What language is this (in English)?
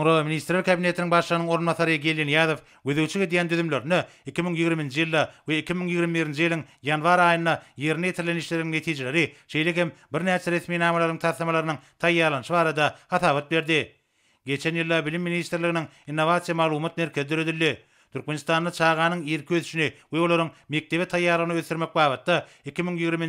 Turkmen